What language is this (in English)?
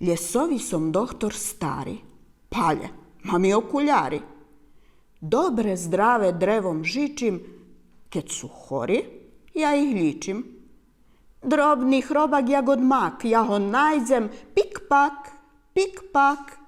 Rusyn